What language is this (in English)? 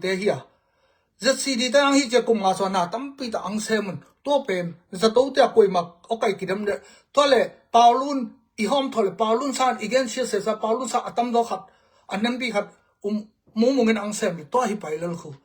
Tedim Chin